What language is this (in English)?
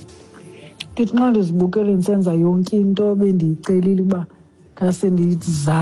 Xhosa